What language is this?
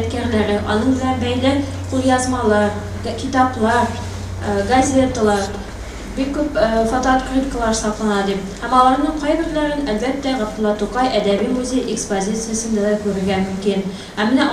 Tatar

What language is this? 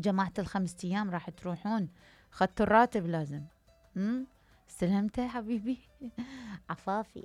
Mesopotamian Arabic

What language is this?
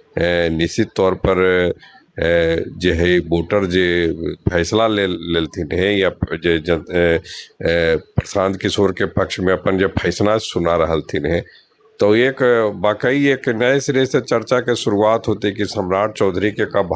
Magahi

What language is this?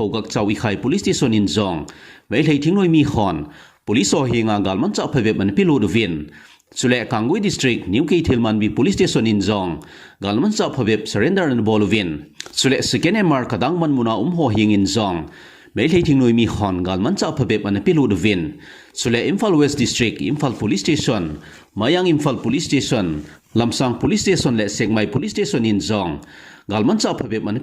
Thado Chin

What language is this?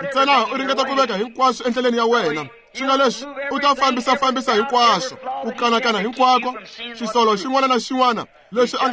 Tsonga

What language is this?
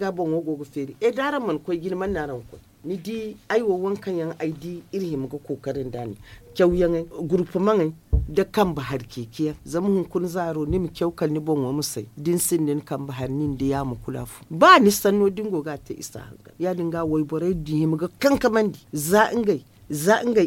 Zarma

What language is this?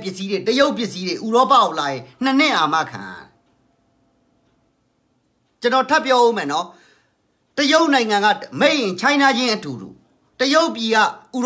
Burmese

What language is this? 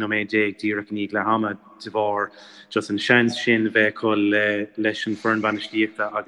Irish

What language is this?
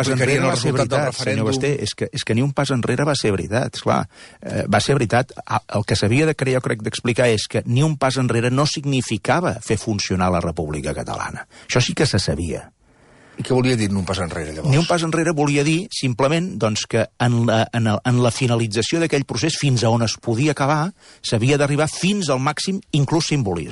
Catalan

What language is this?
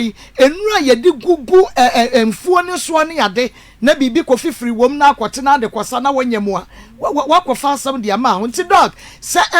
Akan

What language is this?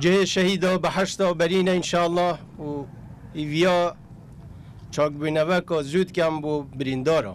Kurdish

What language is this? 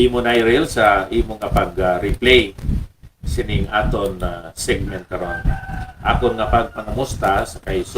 Hiligaynon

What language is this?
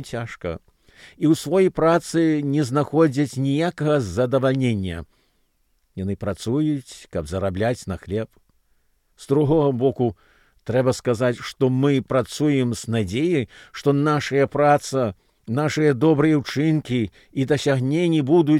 Belarusian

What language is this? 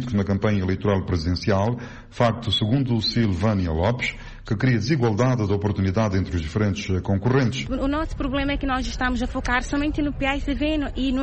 Portuguese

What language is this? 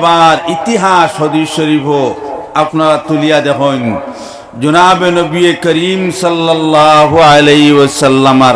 Sylheti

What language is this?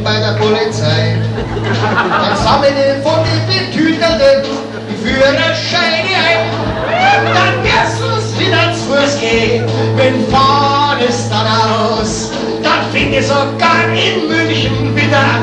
Bavarian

